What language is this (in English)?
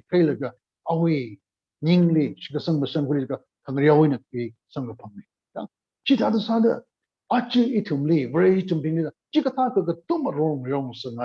Tangkhul Naga (India)